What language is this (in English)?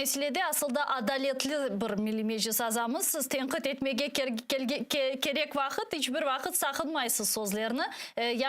Crimean Tatar